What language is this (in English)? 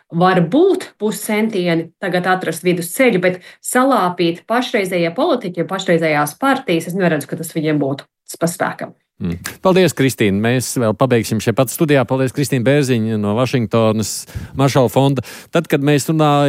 Latvian